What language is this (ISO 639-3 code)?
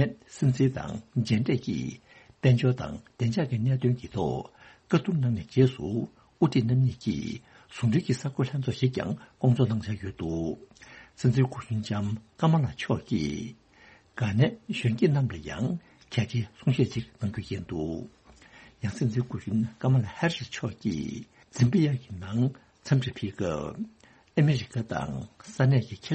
bod